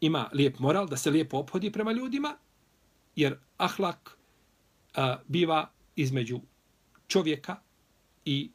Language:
Bosnian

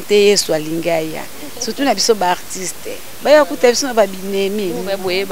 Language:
Lingala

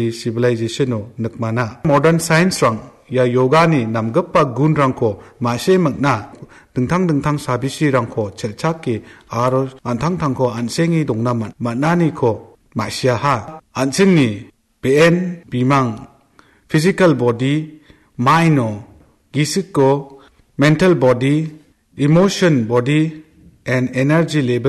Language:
Garo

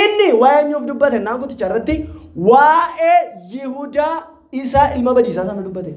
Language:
Oromo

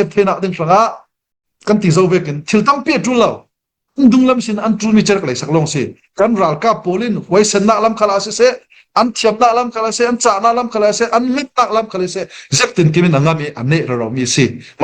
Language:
Falam Chin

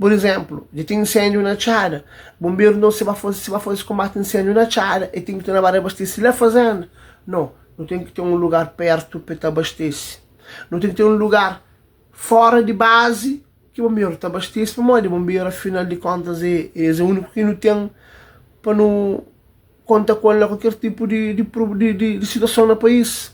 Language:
Kabuverdianu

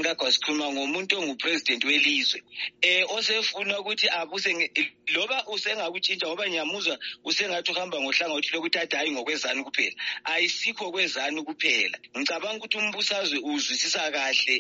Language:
North Ndebele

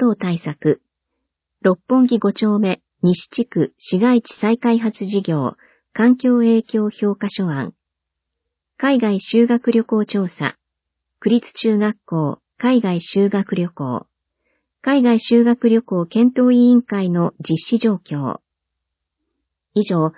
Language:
Japanese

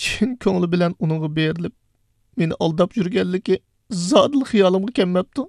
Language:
Uyghur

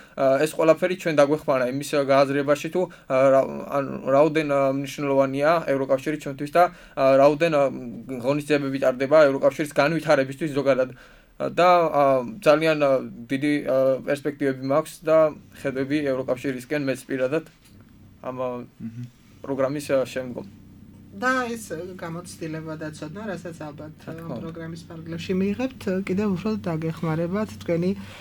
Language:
Georgian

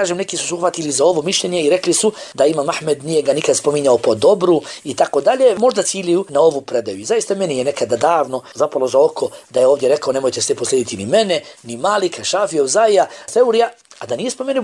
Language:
Bosnian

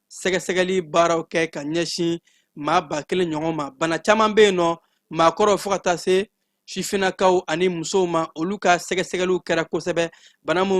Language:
Bambara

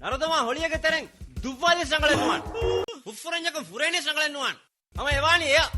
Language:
Divehi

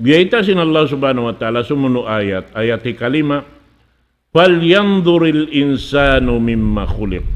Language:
Tausug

